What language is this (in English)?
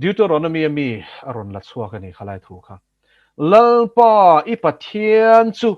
Mizo